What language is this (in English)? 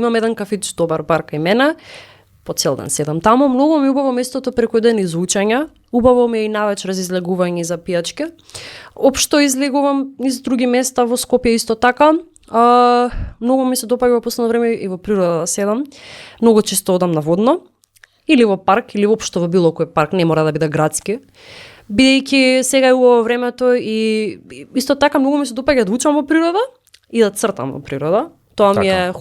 Macedonian